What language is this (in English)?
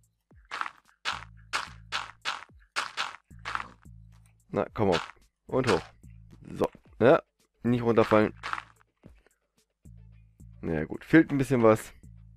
German